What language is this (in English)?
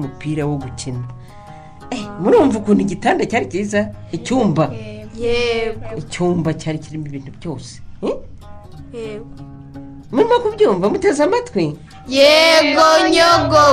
Kinyarwanda